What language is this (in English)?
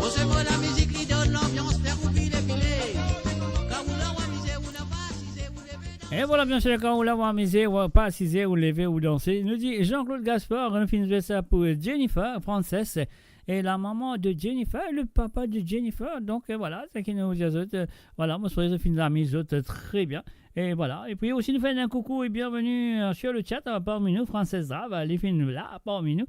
Morisyen